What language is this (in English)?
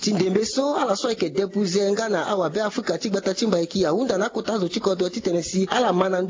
Sango